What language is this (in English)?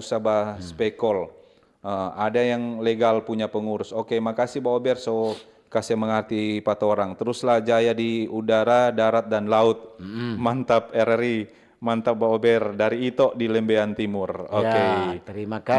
Manado Malay